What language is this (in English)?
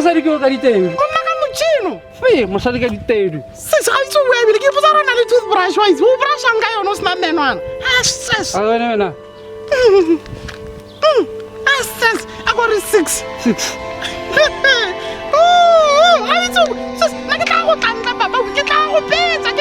Tswana